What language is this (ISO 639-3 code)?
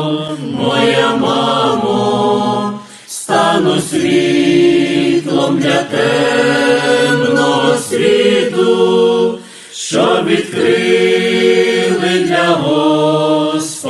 ukr